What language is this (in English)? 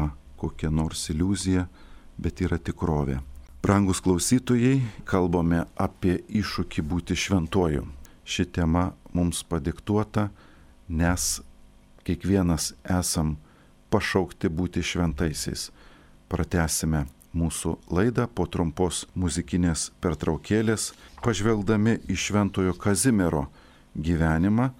Lithuanian